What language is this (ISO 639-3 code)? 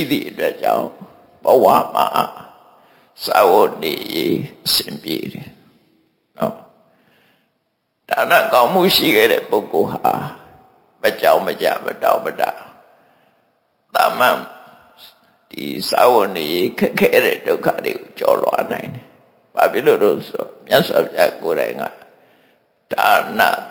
mya